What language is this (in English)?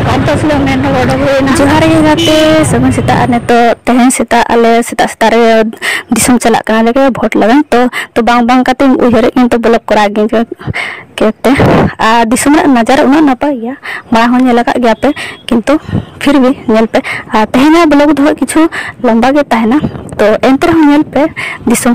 Santali